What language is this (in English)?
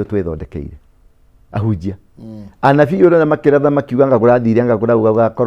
Kikuyu